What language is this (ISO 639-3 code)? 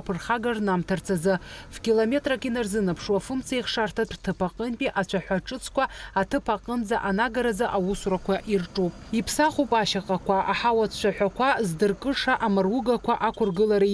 abk